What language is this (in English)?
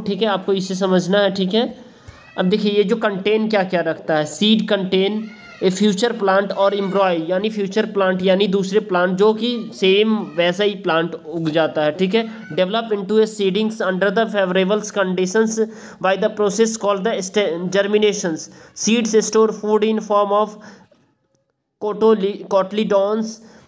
Hindi